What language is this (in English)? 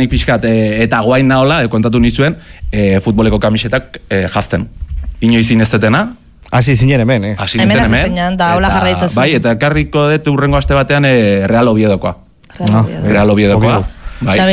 Basque